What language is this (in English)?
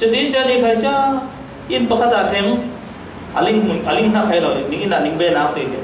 Falam Chin